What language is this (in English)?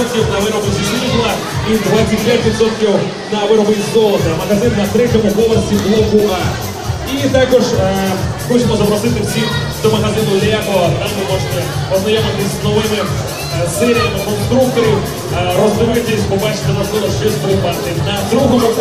Ukrainian